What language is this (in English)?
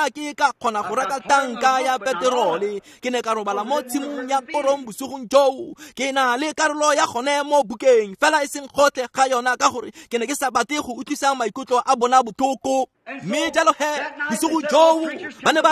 Tswana